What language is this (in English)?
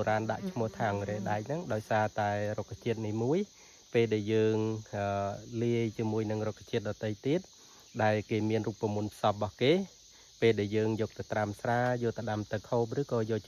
Khmer